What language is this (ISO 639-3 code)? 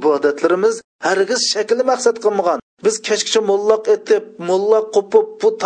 uig